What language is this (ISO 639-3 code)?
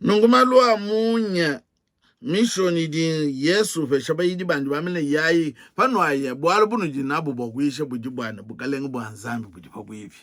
lua